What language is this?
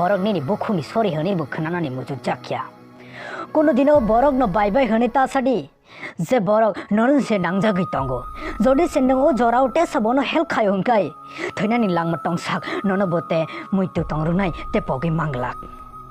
Kok Borok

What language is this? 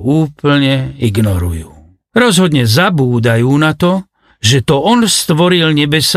Slovak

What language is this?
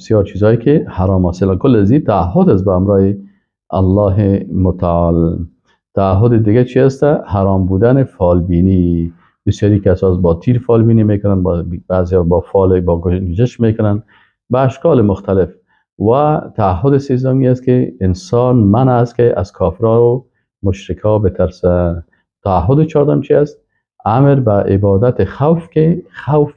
Persian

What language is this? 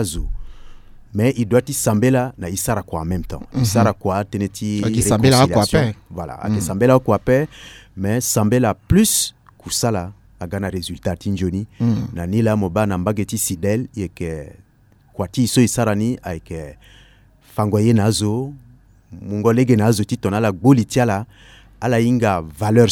Sango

